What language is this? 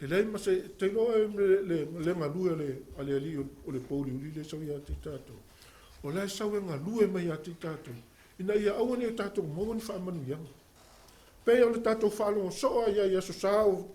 Samoan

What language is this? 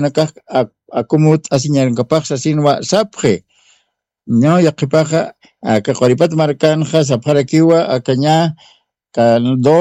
Aymara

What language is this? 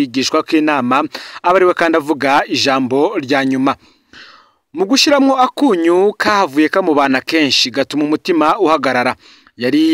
Rundi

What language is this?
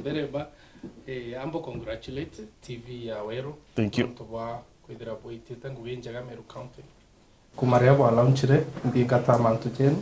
Meru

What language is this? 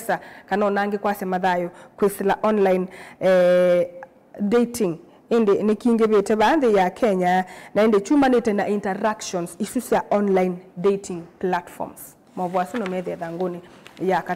Kamba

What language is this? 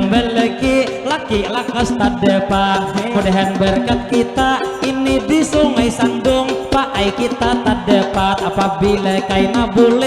Banjar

